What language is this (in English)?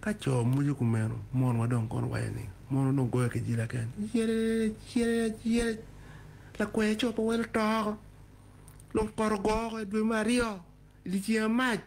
Acoli